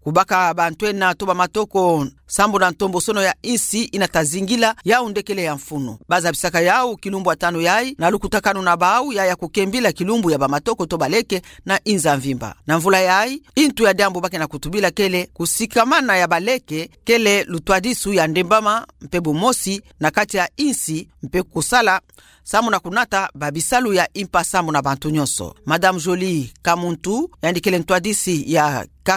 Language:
Kituba (Democratic Republic of Congo)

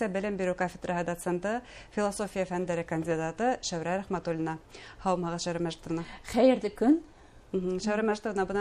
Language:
Bashkir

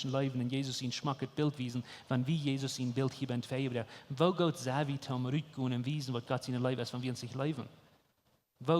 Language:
Plautdietsch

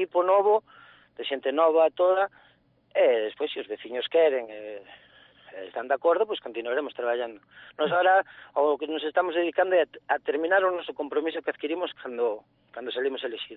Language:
Galician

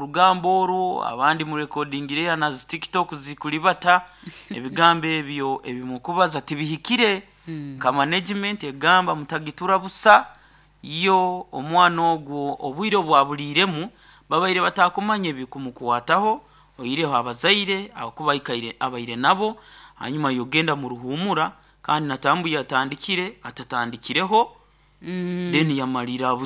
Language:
Nyankole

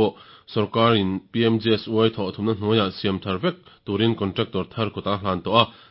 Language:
Mizo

